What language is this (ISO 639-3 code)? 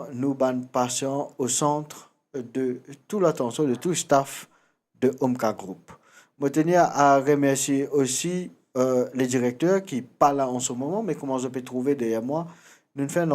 mfe